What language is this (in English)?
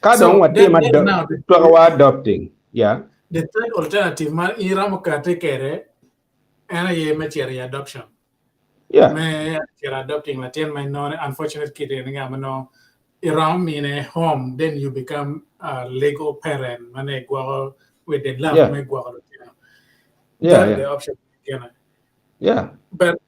Acoli